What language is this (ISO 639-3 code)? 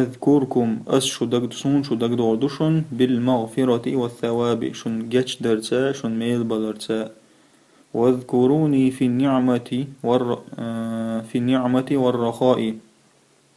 che